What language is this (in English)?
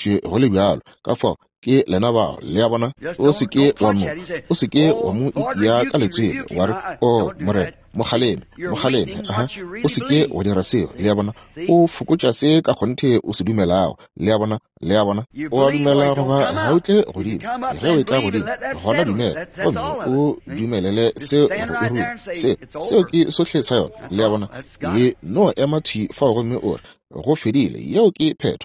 Northern Sotho